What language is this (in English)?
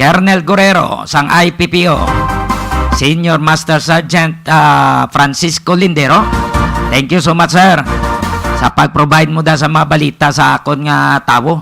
Hiligaynon